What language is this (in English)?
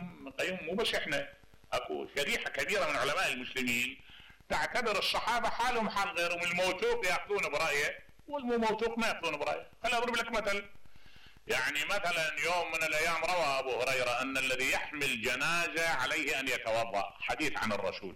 Mesopotamian Arabic